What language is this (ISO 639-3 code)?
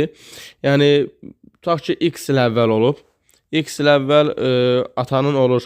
aze